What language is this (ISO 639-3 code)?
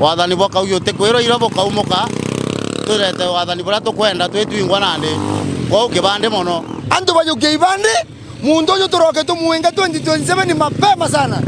mer